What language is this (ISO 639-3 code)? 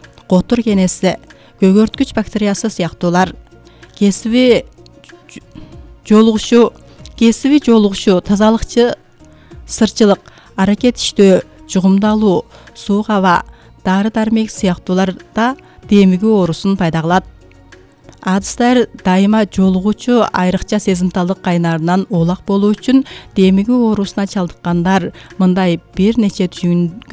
kir